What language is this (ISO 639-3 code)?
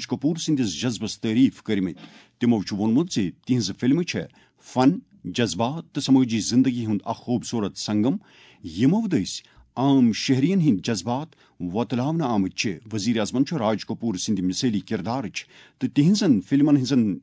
kas